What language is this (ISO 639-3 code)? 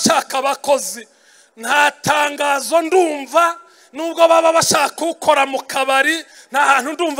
kin